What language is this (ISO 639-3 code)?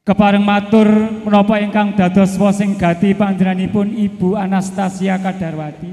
jav